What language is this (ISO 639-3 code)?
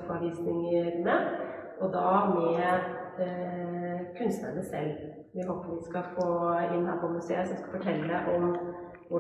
nor